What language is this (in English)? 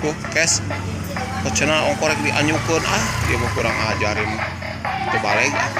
Sundanese